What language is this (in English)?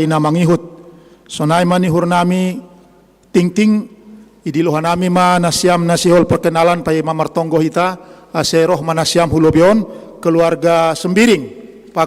Batak Simalungun